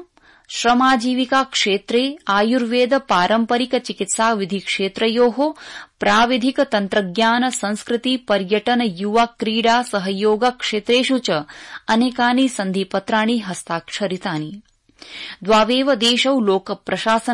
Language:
Sanskrit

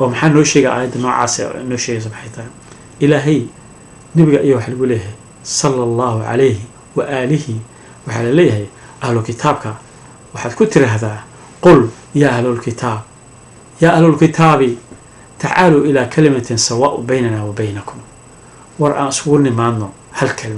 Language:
Somali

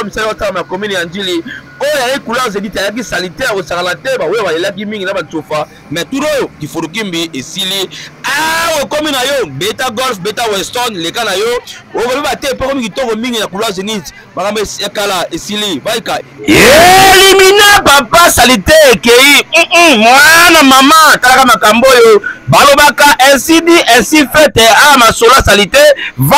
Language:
Lingala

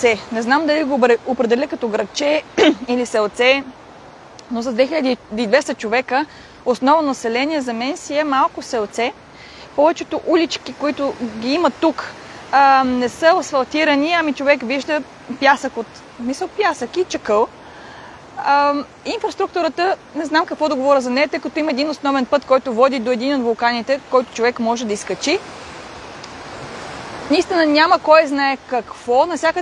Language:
Bulgarian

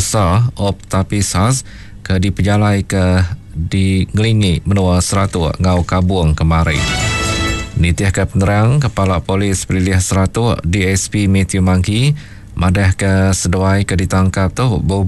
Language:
Iban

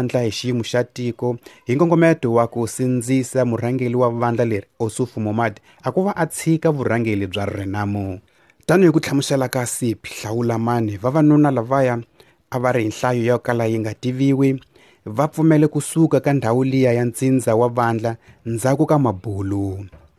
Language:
Tsonga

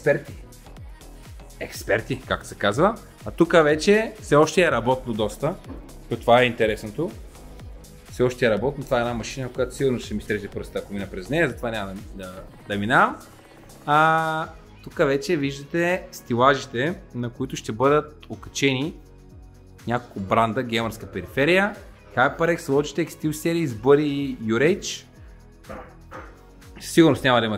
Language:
Bulgarian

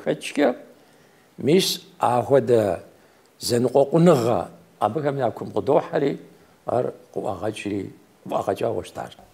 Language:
Kabardian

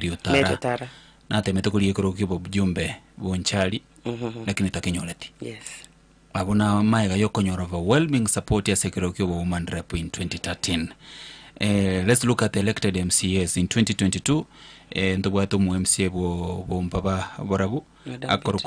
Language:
Gusii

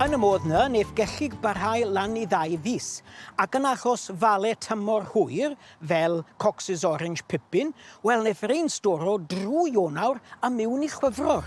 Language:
Welsh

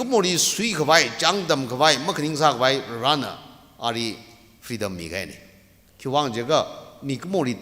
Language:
Tangkhul Naga (India)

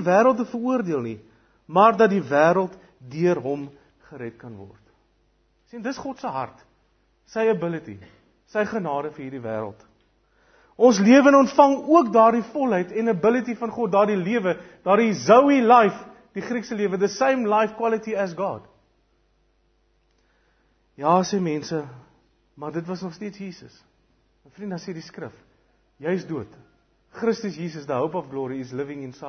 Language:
Afrikaans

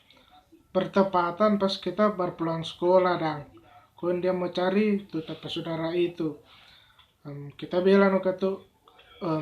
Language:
Manado Malay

